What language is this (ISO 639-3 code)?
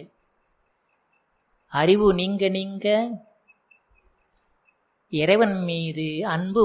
tam